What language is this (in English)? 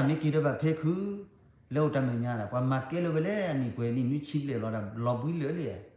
S'gaw Karen